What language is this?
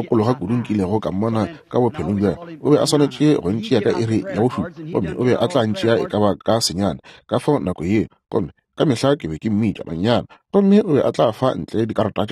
Northern Sotho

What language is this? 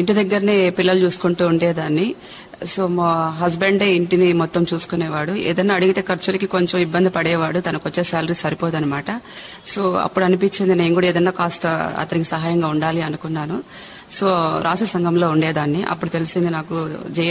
Telugu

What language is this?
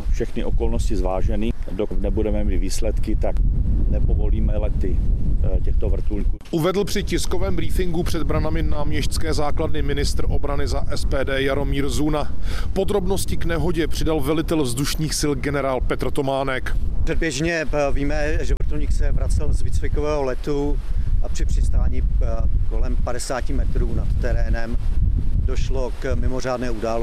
Czech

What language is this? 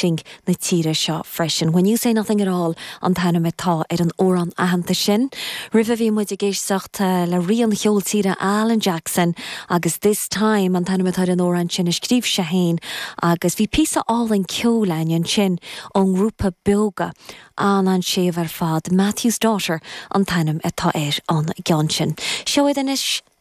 Irish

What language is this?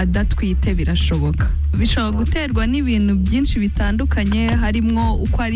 Kinyarwanda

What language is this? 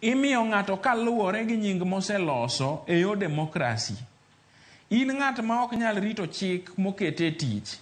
Luo (Kenya and Tanzania)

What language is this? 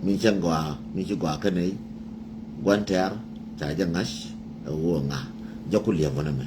Nuer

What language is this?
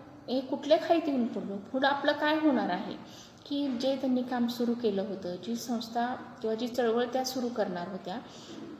Marathi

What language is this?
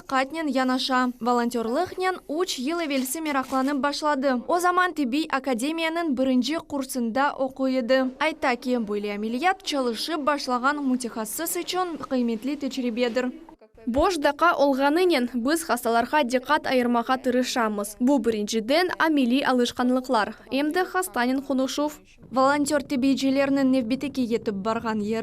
Crimean Tatar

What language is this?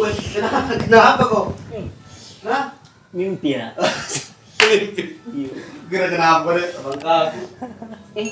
Makassar Malay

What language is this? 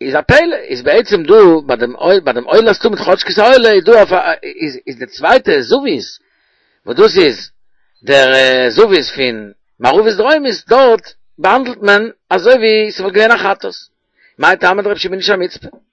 Yiddish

